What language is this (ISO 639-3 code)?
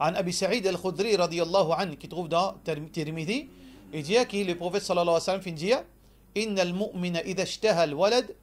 mfe